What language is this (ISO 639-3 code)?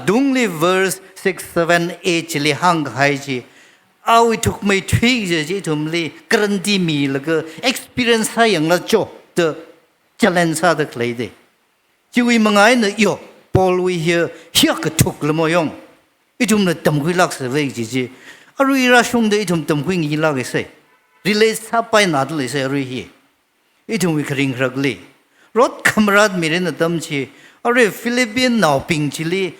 nmf